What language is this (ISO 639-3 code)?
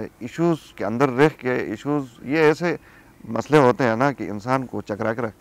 urd